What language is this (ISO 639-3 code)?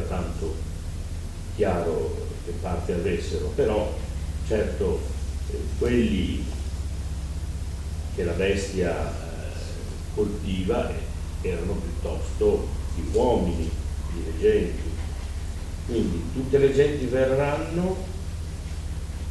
ita